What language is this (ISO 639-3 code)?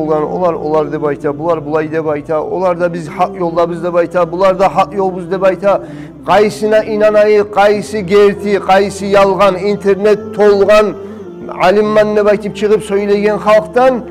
kum